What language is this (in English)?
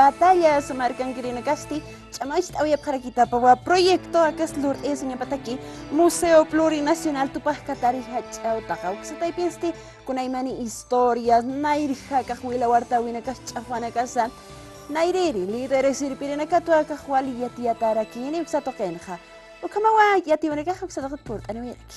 Aymara